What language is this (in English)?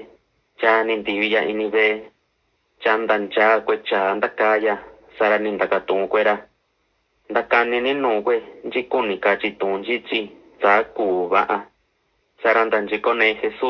Mixtepec Mixtec